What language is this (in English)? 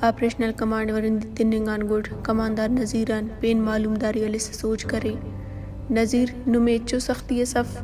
Brahui